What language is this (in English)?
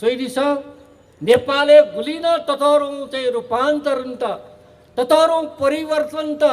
Newari